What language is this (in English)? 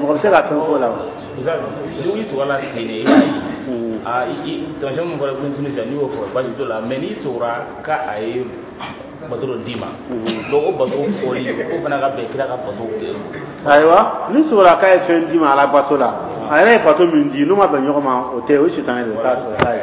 Dyula